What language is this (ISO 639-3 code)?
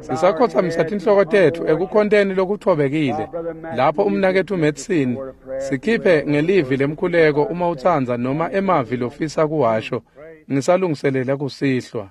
ssw